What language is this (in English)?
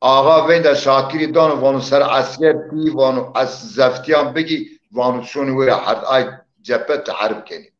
Zaza